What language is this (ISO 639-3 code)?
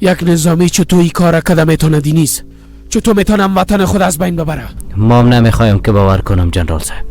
fas